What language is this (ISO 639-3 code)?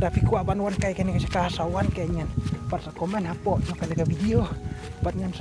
kha